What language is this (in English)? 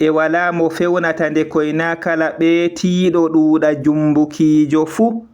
Fula